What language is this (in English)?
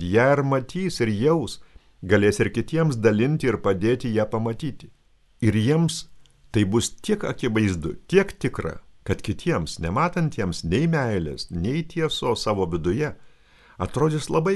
Lithuanian